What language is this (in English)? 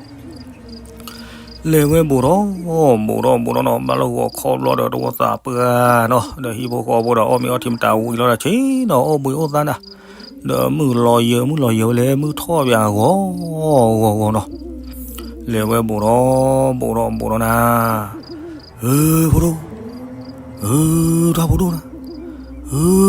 S'gaw Karen